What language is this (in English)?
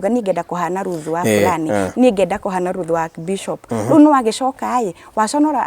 Kikuyu